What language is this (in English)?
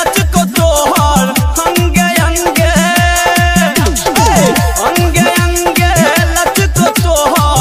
Bhojpuri